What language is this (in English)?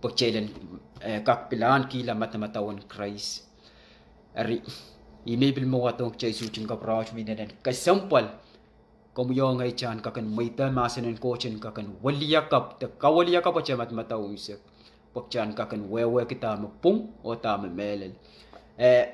Pohnpeian